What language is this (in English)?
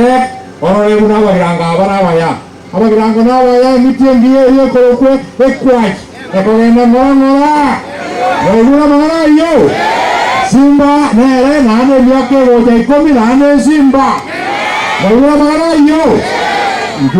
Gusii